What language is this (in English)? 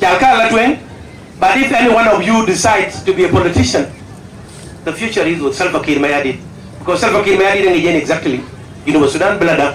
Dinka